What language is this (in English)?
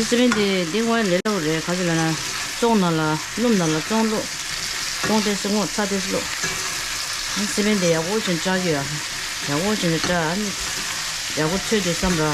Tibetan